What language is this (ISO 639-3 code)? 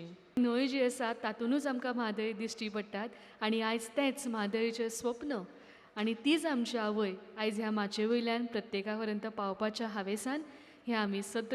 kok